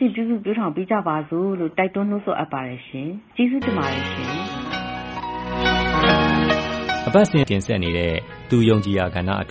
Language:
Burmese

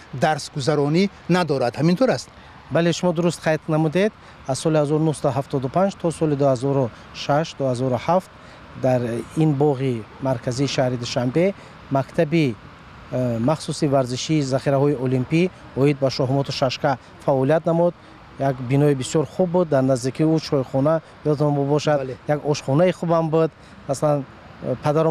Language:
Tajik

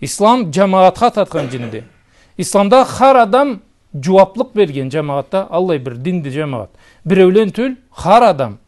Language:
Karachay-Balkar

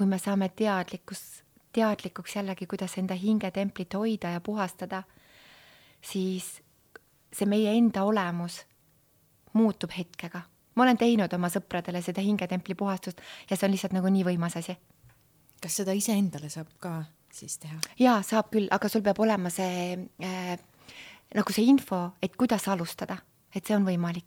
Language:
Estonian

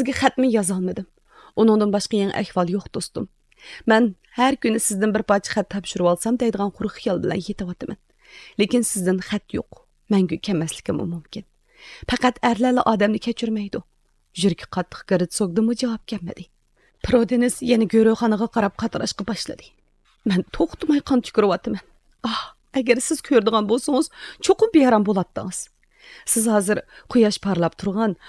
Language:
Uyghur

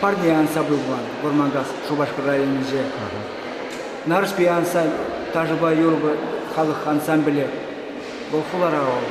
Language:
Chuvash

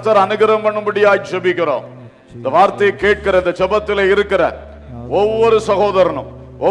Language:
Tamil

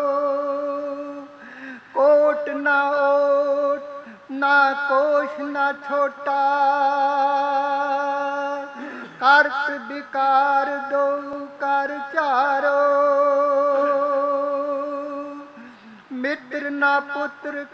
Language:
Punjabi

